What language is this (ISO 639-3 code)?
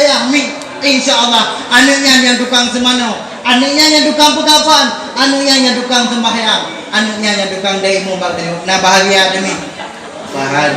ace